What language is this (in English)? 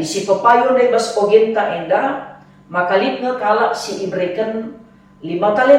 Batak Karo